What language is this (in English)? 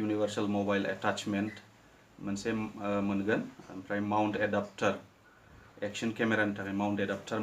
Bodo